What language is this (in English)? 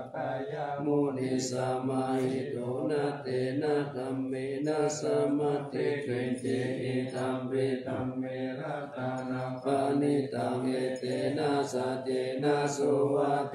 Pali